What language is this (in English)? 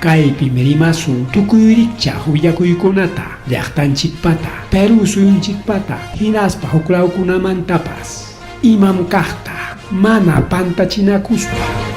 Ayacucho Quechua